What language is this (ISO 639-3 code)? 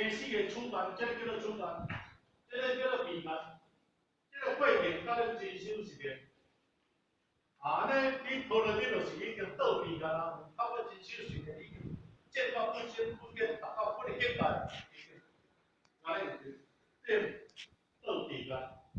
nan